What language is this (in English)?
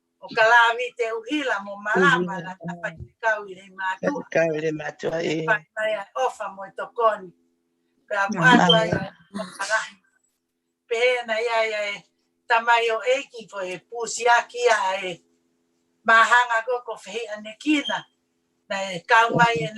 Tongan